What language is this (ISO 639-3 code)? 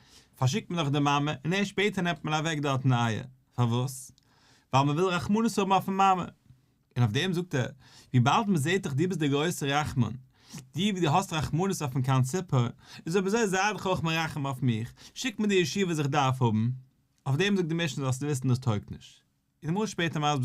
yid